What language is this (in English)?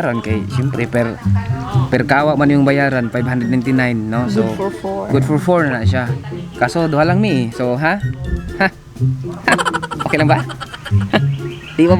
Cebuano